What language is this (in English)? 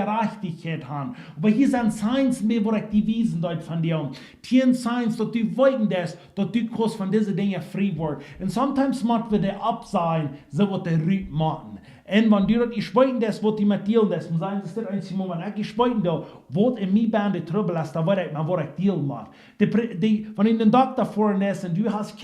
Plautdietsch